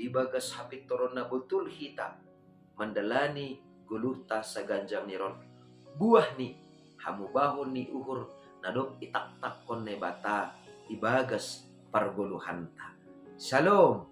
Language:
Batak Simalungun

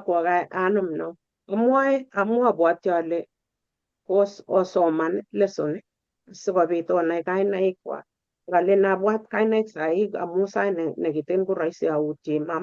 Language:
Kalenjin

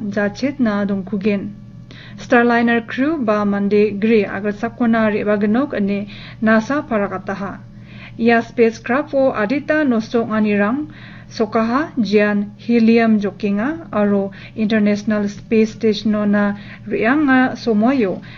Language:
Garo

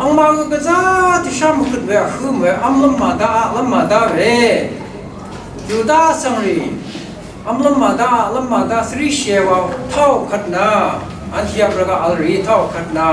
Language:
Rawang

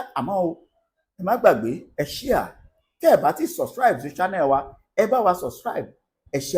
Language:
Yoruba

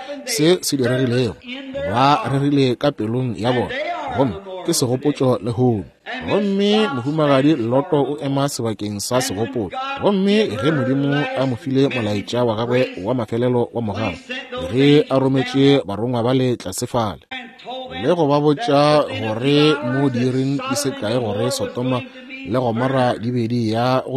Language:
Northern Sotho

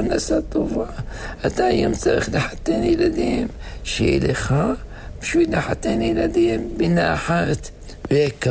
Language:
Hebrew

